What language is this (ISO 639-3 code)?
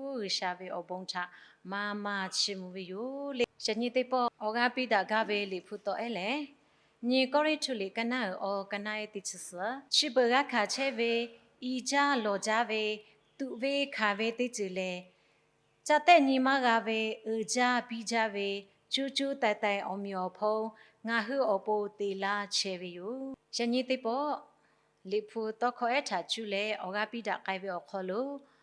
lhu